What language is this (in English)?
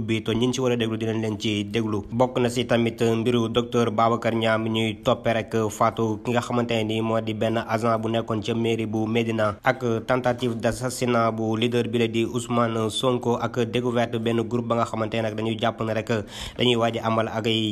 Wolof